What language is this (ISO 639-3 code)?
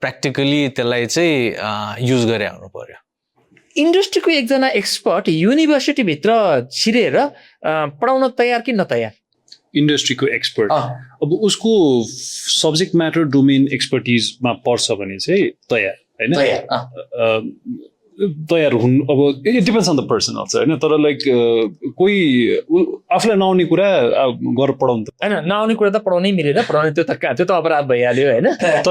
nep